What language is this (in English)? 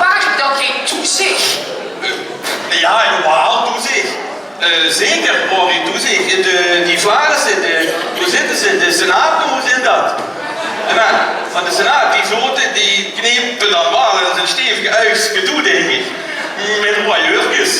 Limburgish